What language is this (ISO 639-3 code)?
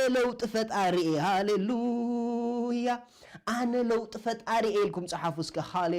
tir